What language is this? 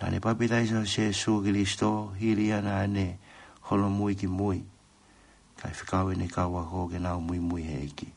Tongan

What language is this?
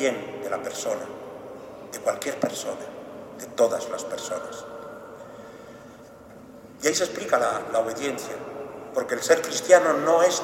Spanish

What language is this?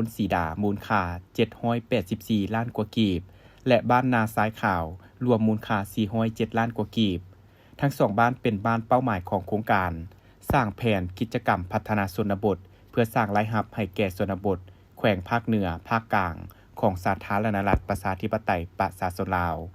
Lao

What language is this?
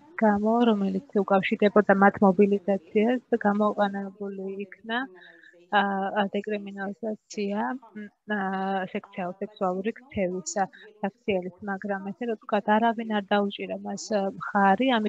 Georgian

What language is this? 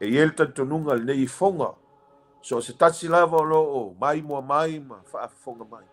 Samoan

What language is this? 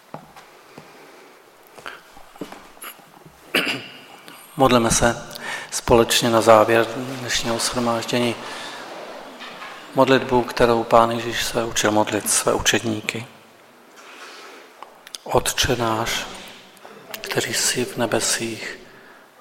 Czech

